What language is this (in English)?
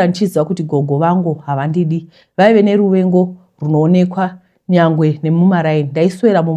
Shona